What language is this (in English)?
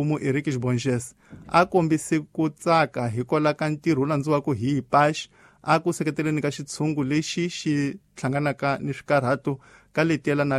Tsonga